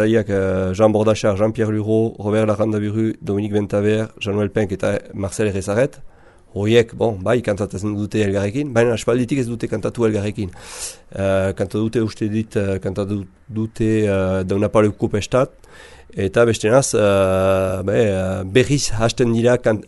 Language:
Basque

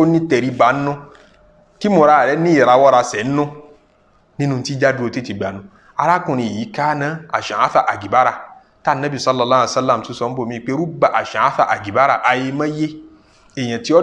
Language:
Yoruba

